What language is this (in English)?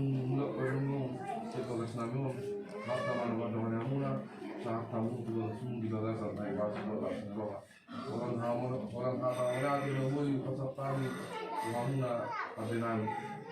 Batak Toba